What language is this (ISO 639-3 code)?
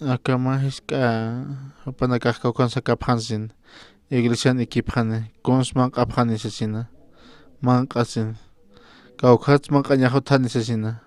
aym